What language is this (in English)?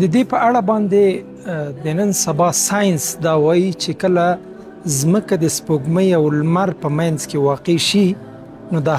Pashto